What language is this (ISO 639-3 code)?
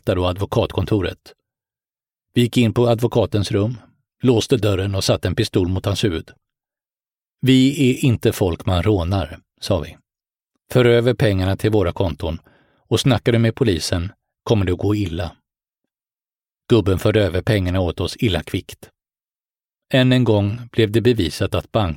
swe